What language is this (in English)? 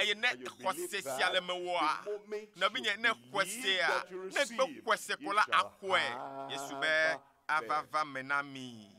Ewe